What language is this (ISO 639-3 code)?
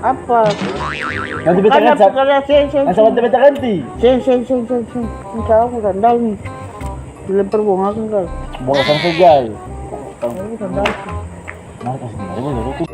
abs